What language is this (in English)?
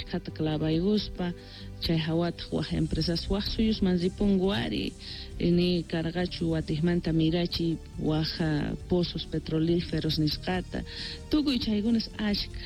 South Bolivian Quechua